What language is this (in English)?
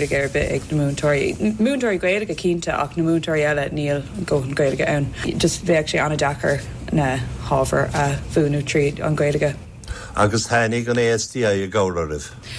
Irish